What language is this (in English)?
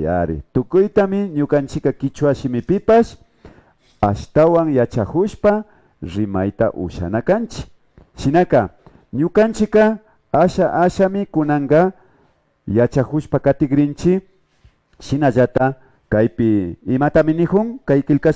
Imbabura Highland Quichua